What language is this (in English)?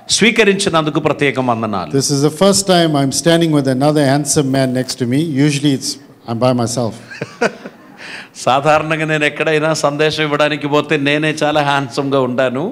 Telugu